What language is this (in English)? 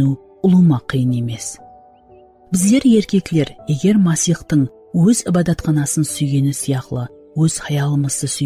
Kara-Kalpak